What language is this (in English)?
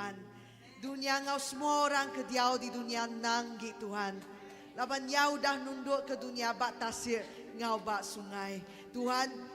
Iban